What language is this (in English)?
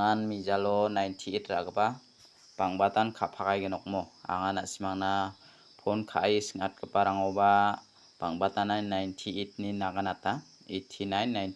Garo